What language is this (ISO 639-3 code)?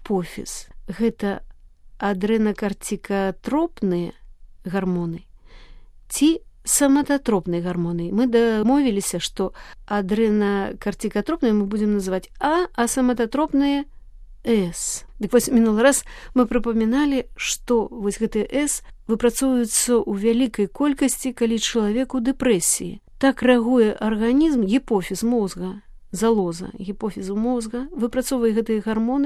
bel